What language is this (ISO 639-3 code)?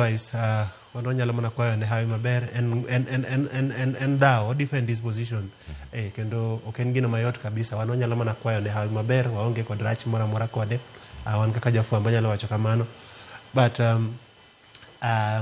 luo